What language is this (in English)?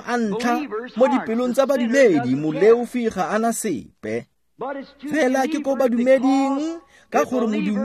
Tswana